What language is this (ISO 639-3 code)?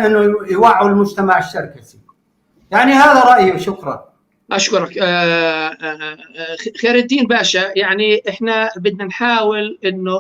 apc